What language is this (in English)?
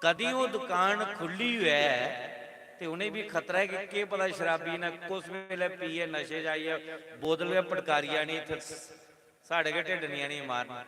Dogri